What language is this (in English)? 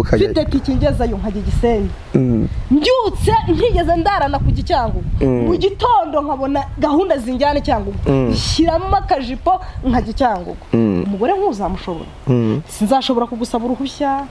Kinyarwanda